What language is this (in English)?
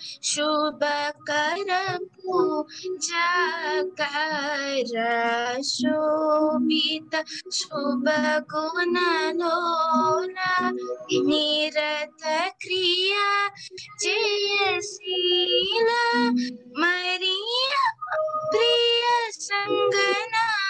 Telugu